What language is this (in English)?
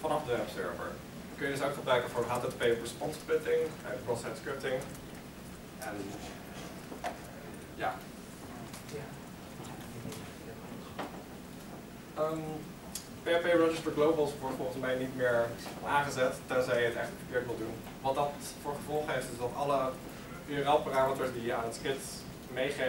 Dutch